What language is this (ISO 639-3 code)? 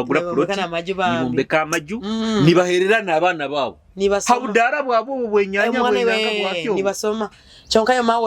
nyo